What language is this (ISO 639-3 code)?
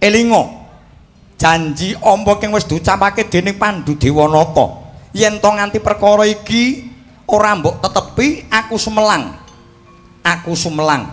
jav